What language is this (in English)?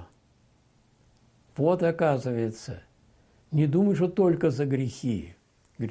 Russian